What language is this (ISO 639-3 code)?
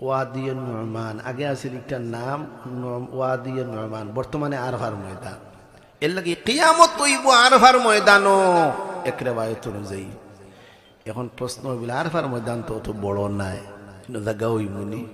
syl